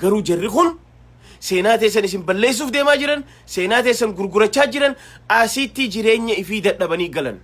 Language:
Oromo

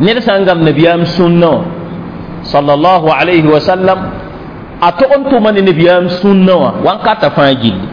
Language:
Mossi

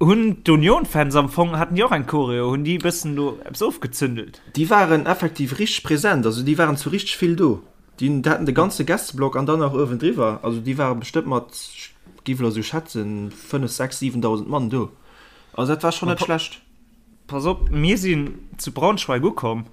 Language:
Luxembourgish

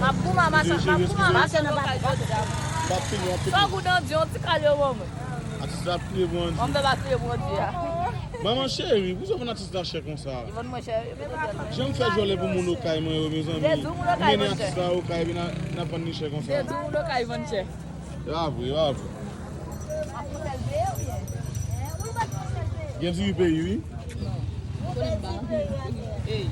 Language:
Haitian Creole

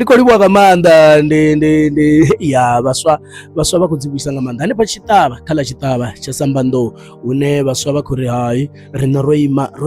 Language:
Venda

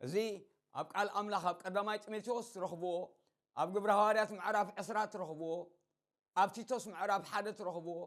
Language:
Tigrinya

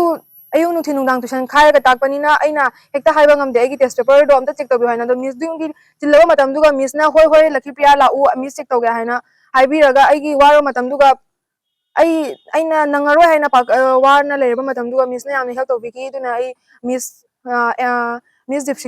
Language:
Manipuri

